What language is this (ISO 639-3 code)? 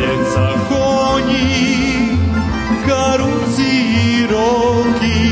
rue